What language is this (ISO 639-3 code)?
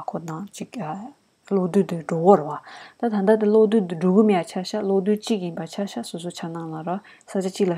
bod